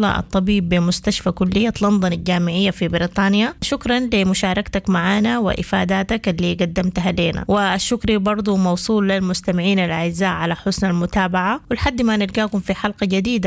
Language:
Sudanese Arabic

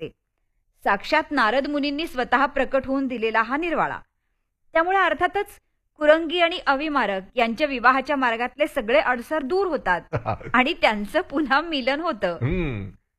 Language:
Marathi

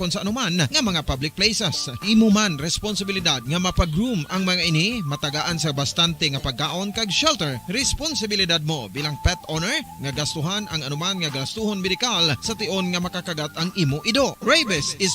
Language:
Hiligaynon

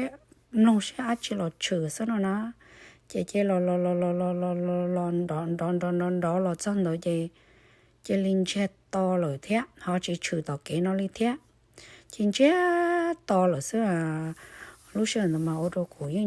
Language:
Hmong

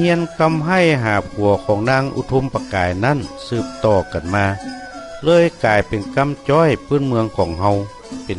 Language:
Northern Thai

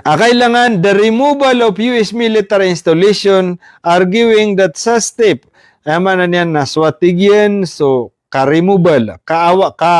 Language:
Maranao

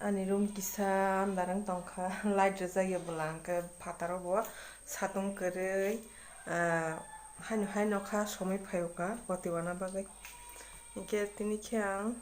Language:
Kok Borok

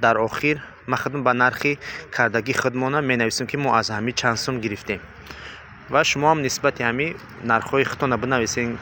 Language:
Tajik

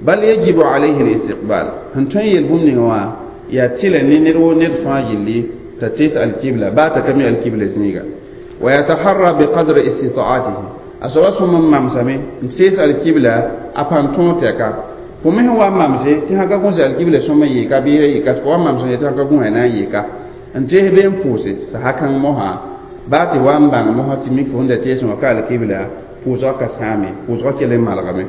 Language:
Mossi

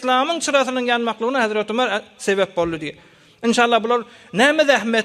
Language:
Turkmen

